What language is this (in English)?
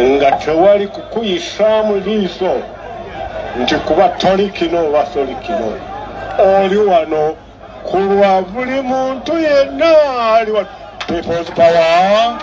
Ganda